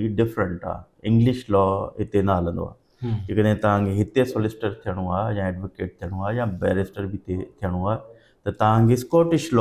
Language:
Sindhi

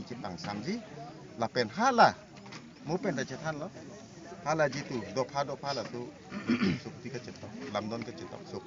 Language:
Karbi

